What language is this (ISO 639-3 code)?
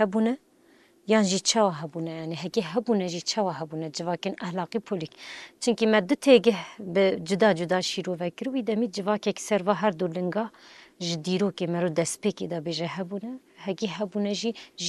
kur